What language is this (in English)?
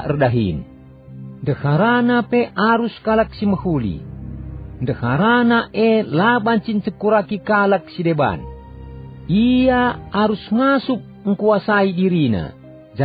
Batak Karo